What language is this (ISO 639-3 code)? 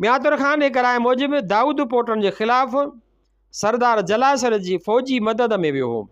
snd